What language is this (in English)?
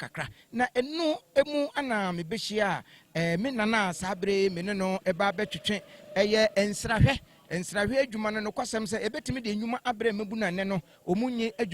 Akan